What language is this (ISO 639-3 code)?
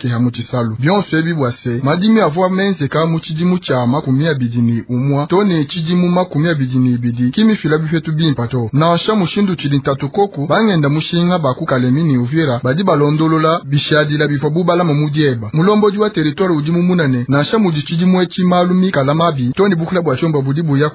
lua